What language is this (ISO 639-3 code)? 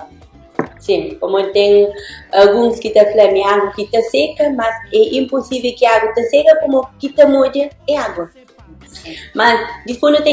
kea